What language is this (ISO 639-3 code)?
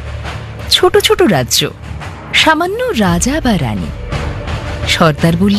ben